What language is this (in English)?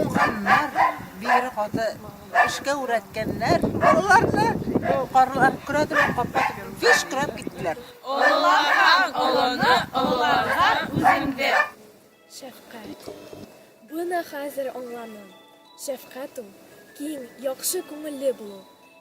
Bashkir